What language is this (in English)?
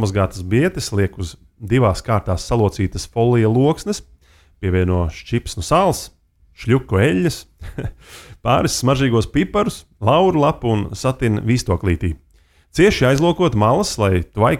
Latvian